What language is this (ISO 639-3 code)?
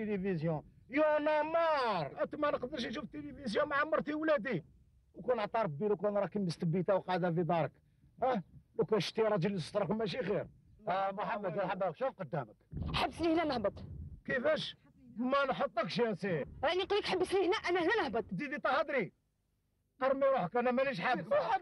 arq